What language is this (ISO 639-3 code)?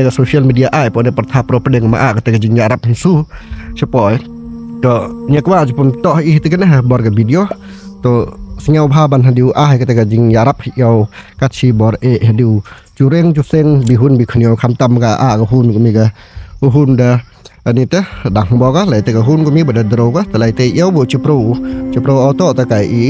kha